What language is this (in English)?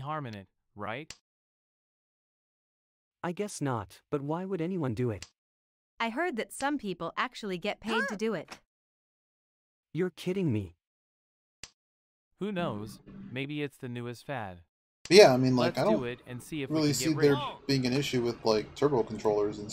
English